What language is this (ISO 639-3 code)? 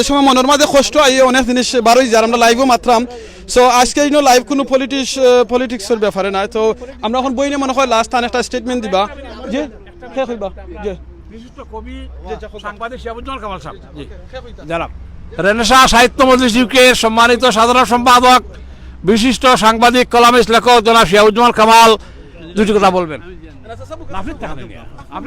syl